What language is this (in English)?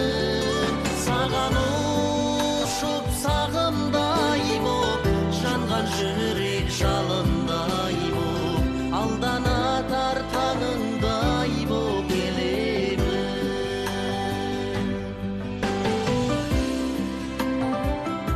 Kazakh